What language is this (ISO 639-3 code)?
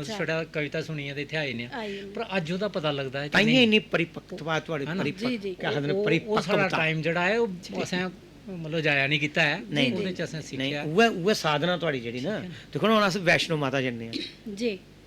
doi